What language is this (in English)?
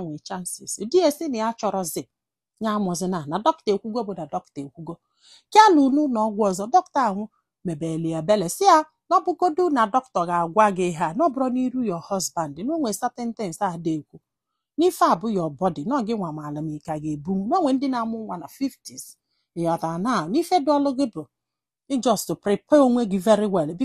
Igbo